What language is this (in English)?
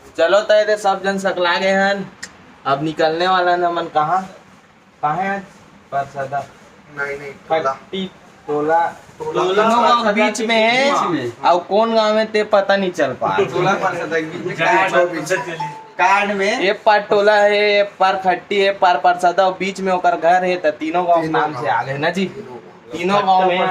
Chhattisgarhi